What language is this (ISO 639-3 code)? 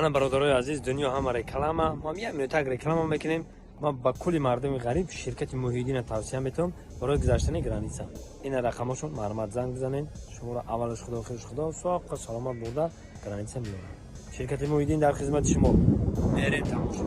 tgk